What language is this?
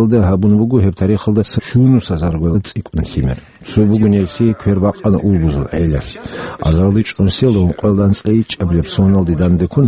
Avaric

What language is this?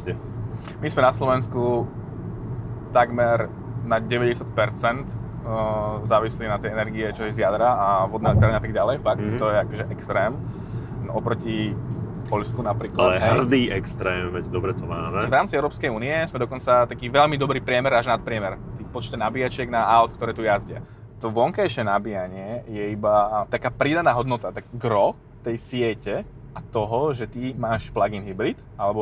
Slovak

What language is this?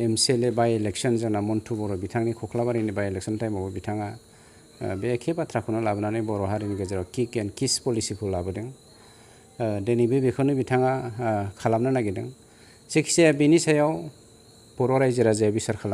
Bodo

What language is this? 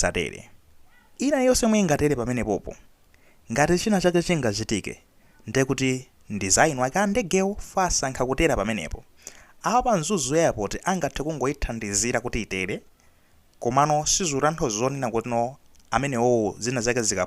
Nyanja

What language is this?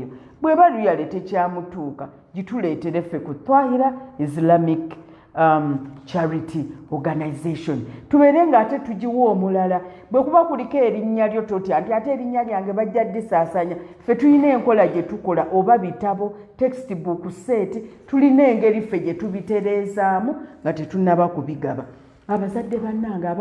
Ganda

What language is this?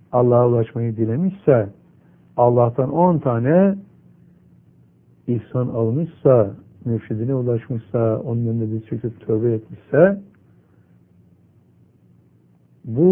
Turkish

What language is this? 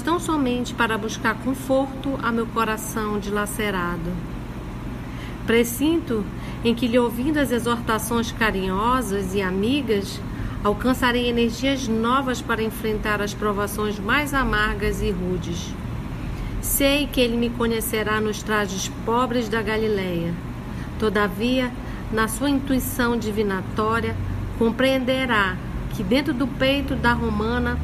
Portuguese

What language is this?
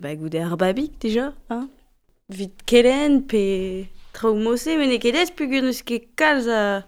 Breton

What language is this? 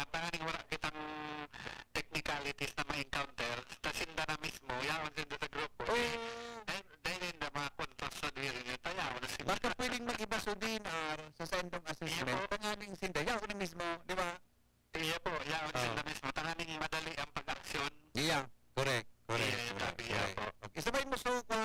Bikol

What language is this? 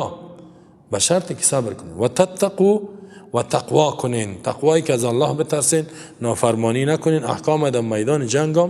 Persian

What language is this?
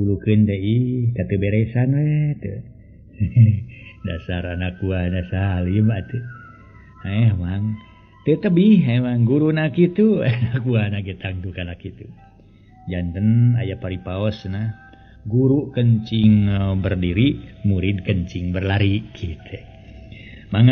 Sundanese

